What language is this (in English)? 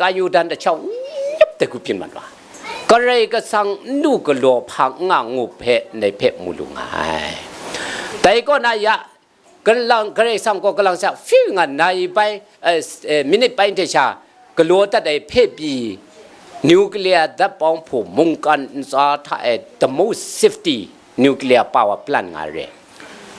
Kachin